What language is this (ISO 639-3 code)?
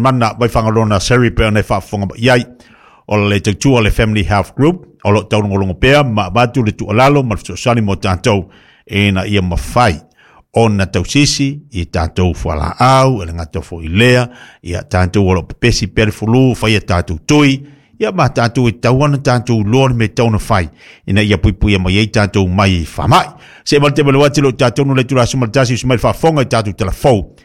smo